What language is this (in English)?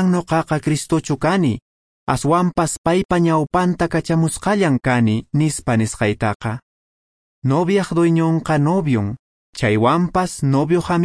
Quechua